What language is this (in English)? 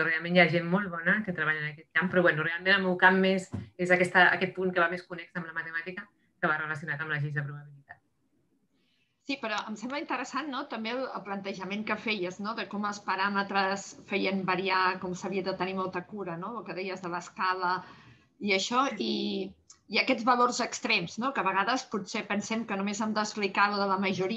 Catalan